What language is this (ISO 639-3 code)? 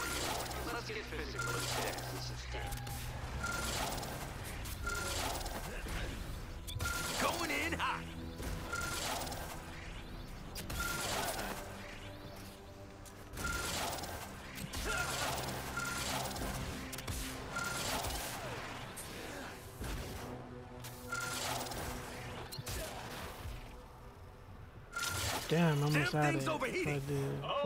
eng